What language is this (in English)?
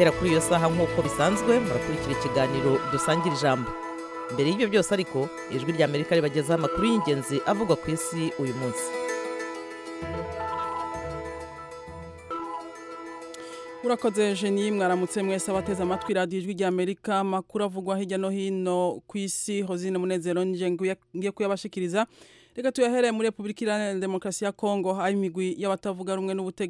Kinyarwanda